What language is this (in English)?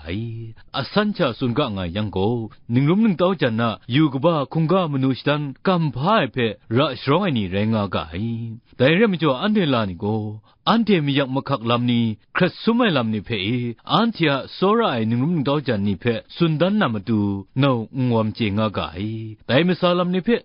Kachin